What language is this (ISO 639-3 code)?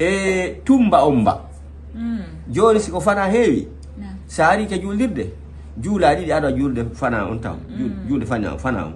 ful